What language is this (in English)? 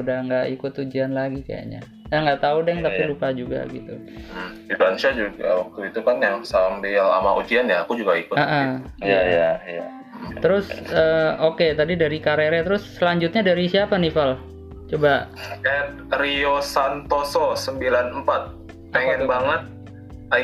Indonesian